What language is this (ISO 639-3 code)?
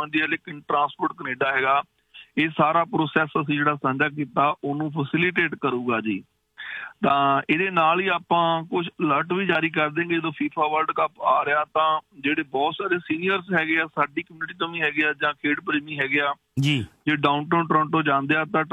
pan